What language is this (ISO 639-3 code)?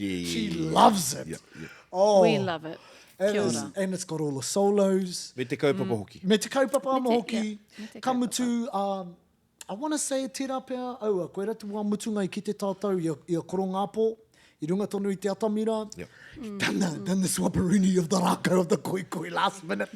mri